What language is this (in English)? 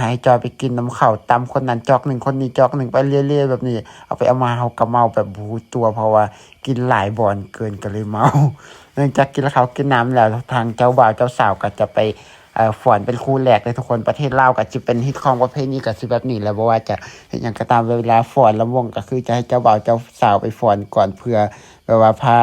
Lao